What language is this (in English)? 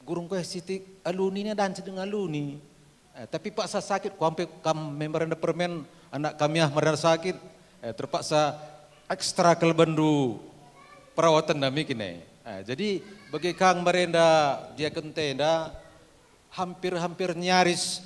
Batak Karo